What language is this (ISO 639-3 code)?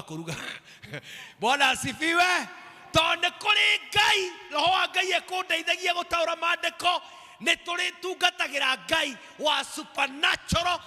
kik